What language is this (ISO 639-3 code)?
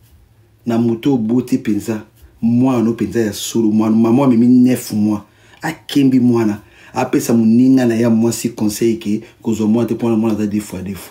lin